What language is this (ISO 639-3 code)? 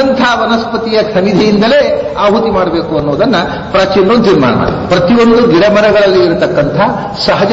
kan